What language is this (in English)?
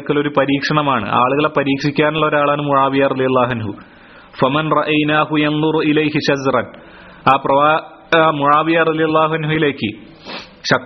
Malayalam